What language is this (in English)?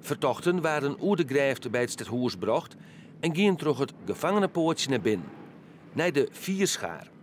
Western Frisian